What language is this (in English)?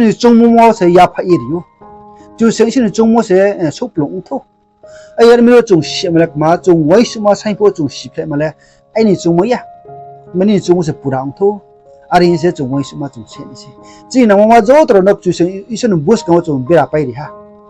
Riang (India)